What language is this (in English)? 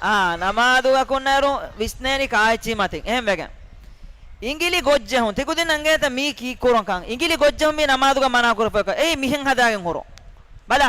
Divehi